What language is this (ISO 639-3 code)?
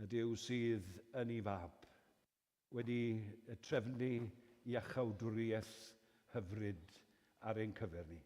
cym